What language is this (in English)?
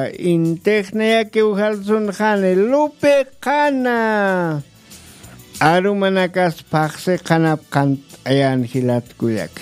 Aymara